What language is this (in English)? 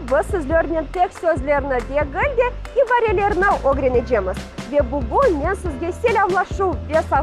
Crimean Tatar